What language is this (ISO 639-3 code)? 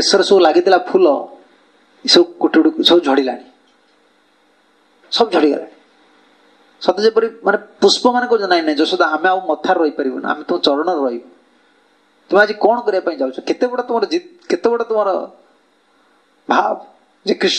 ori